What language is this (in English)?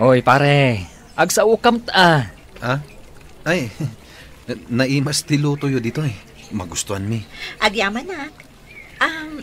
Iloko